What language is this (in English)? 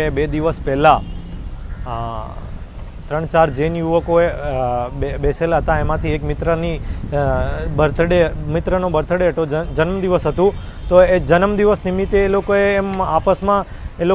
Gujarati